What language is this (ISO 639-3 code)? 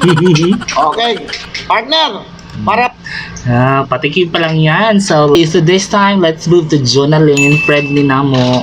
ceb